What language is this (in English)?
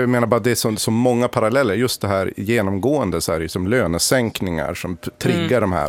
Swedish